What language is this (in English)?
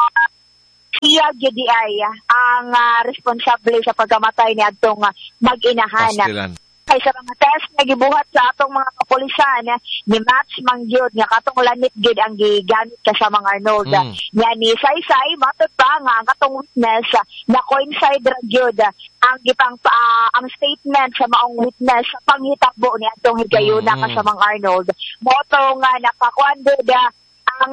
Cebuano